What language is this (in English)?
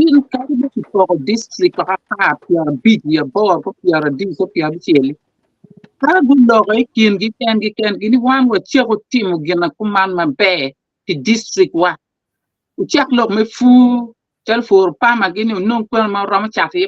Acoli